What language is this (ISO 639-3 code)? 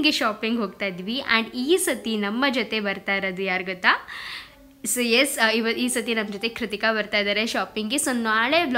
kan